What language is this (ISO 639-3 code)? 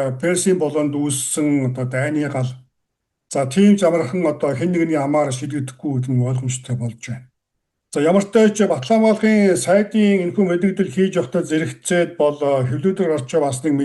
mon